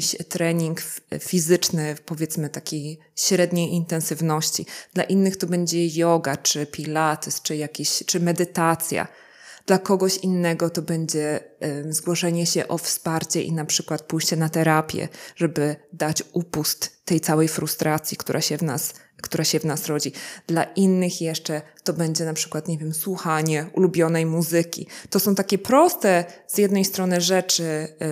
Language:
Polish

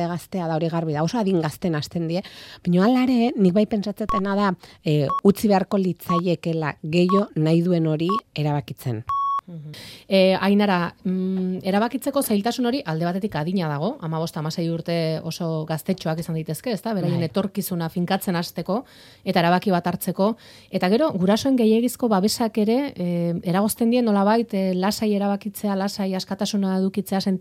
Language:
Basque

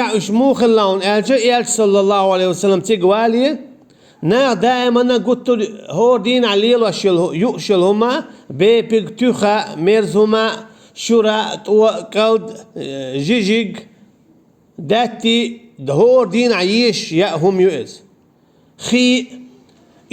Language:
Chechen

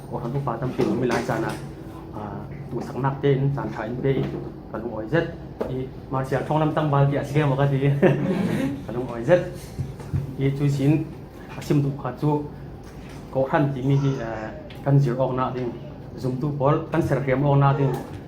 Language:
Falam Chin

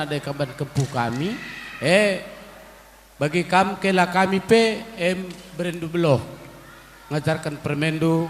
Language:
Batak Karo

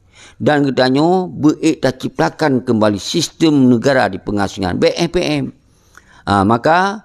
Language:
Achinese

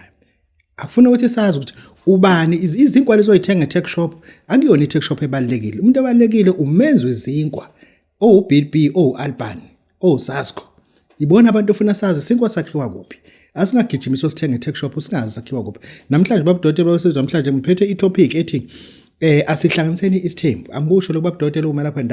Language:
Zulu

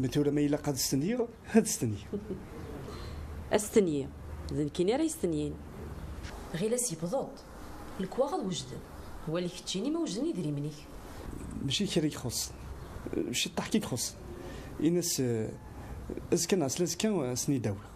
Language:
Kabyle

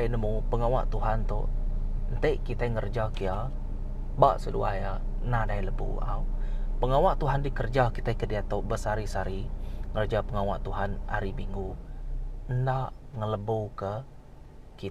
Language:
Iban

